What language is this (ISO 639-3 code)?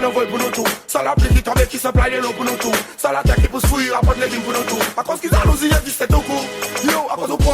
crs